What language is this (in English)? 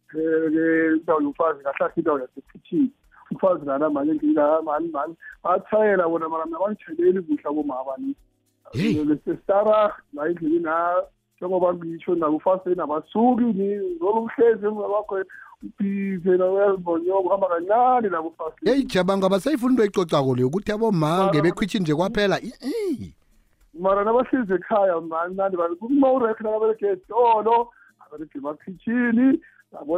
South Ndebele